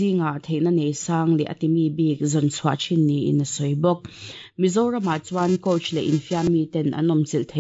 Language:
Mizo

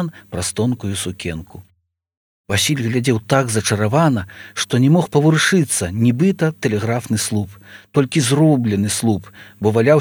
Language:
Belarusian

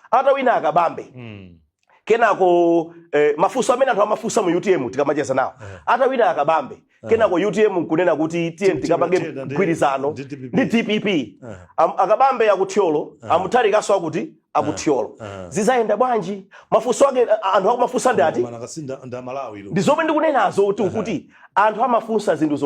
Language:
Nyanja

